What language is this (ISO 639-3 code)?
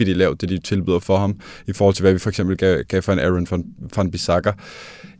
dan